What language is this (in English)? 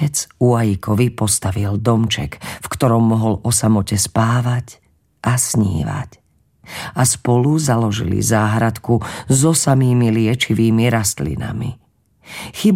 Slovak